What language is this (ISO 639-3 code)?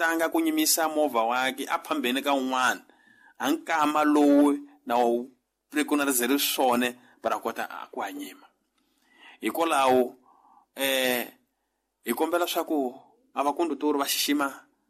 tso